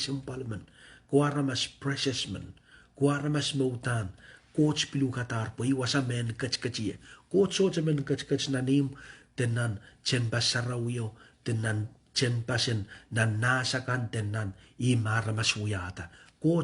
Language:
Pohnpeian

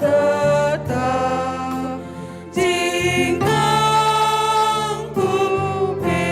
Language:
Batak Karo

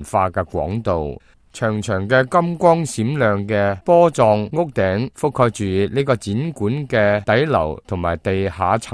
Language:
Cantonese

